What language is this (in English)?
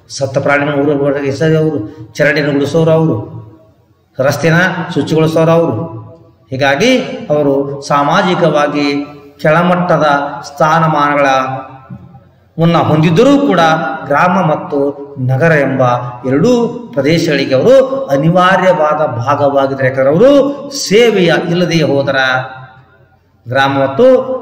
Kannada